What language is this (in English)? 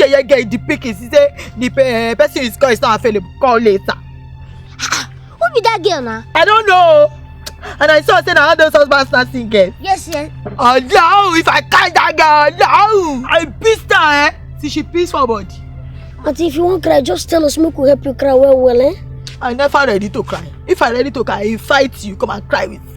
Nigerian Pidgin